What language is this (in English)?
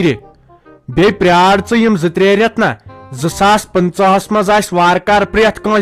Kashmiri